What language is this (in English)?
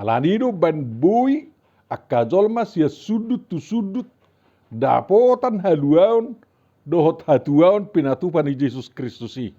Batak Toba